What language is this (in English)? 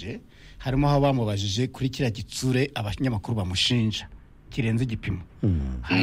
Kinyarwanda